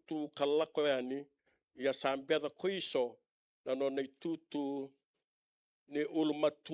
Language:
Fijian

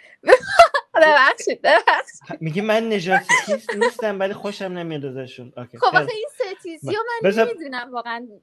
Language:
Persian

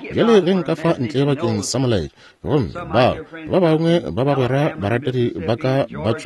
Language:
Northern Sotho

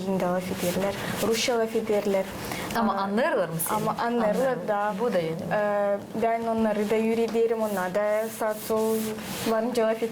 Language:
Gagauz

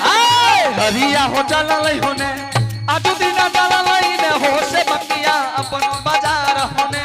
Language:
Angika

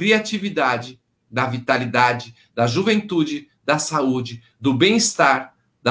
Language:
Portuguese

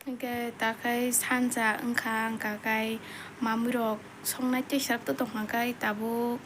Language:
Kok Borok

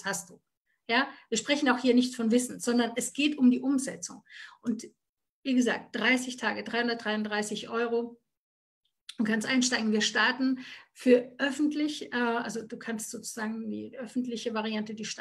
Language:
German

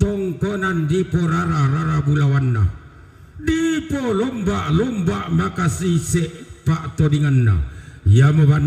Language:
Toraja-Sa'dan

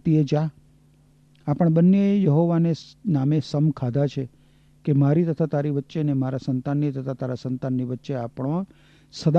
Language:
Gujarati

